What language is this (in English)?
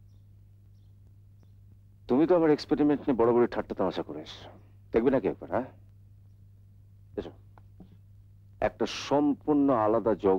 Bangla